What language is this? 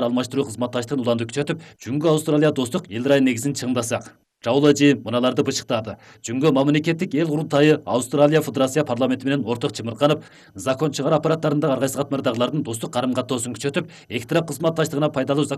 Kyrgyz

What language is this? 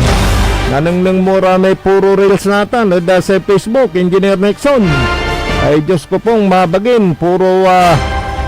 Pangasinan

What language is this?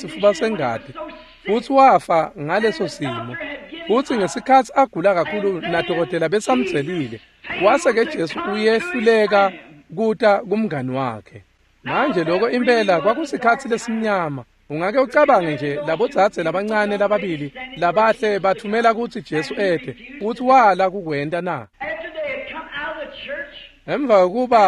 Swati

